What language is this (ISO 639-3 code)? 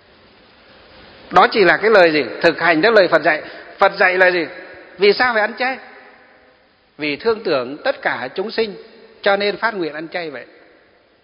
vie